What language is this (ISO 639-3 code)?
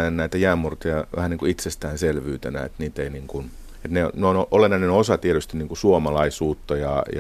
fin